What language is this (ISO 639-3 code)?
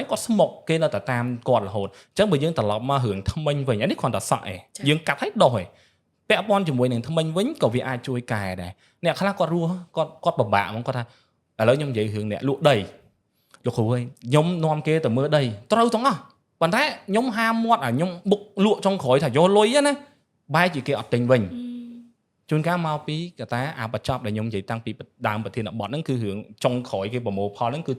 khm